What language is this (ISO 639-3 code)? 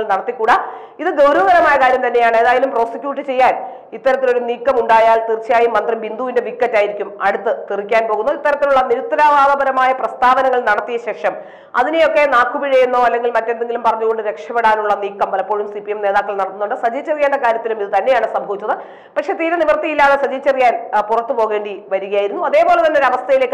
mal